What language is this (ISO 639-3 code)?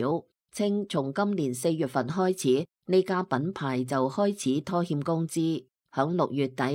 yue